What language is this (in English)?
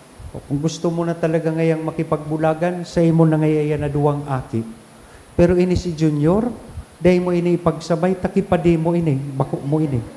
Bikol